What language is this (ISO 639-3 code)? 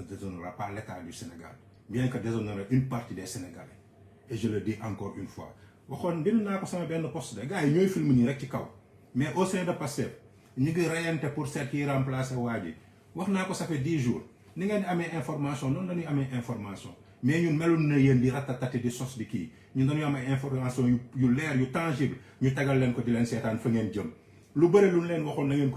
wol